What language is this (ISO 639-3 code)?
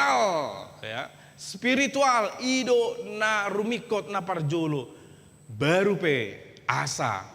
bbc